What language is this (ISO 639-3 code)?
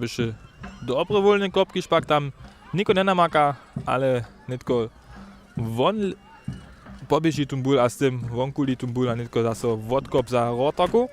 hsb